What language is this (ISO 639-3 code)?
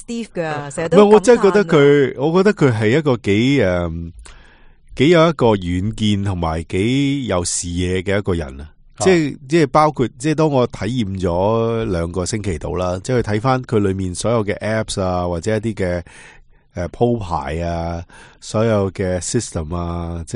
yue